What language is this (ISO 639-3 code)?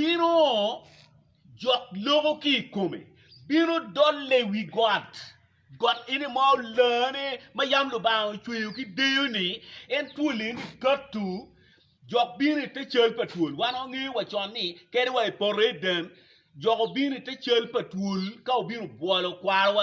ach